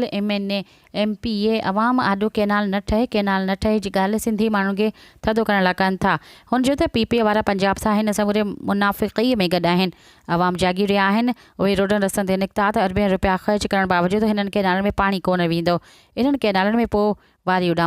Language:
Sindhi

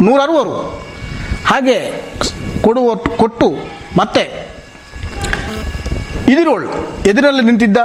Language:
Kannada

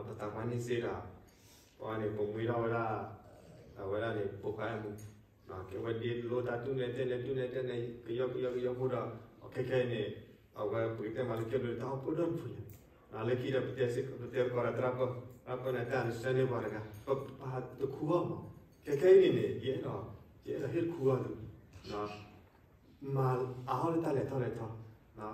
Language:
S'gaw Karen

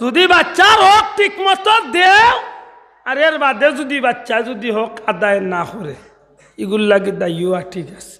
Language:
Sylheti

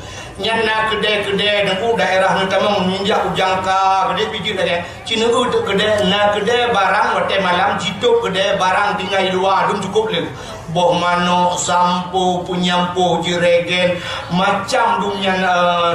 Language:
Achinese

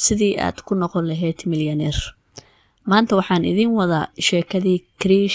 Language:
Somali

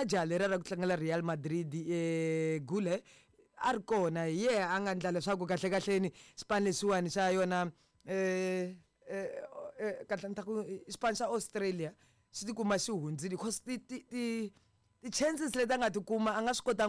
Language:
Tsonga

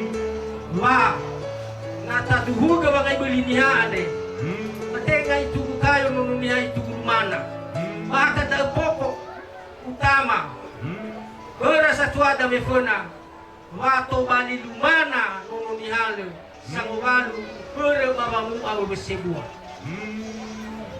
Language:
Nias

